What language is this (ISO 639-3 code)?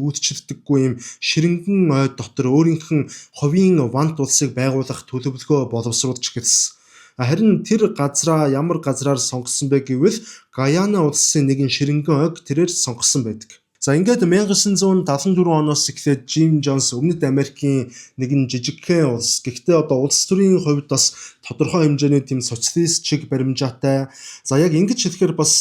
mon